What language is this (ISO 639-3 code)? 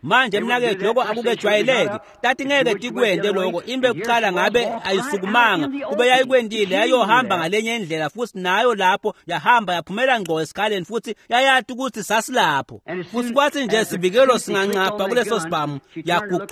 ssw